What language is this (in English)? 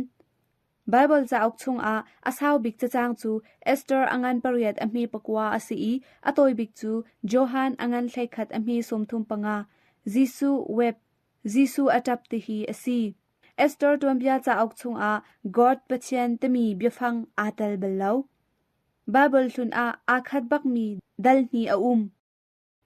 Hakha Chin